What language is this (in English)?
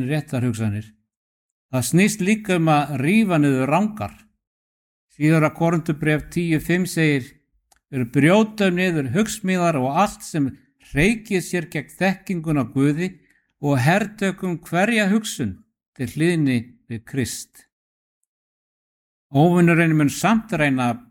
Icelandic